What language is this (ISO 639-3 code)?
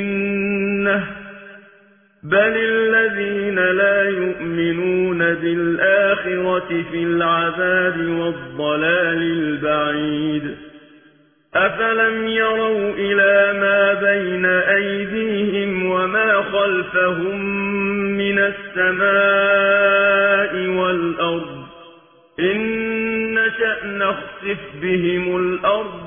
ara